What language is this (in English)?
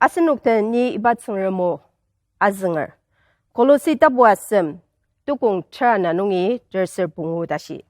Ao Naga